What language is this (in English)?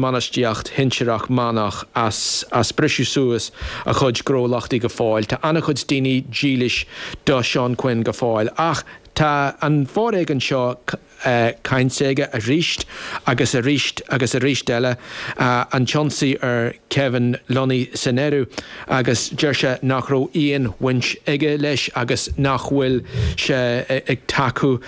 Irish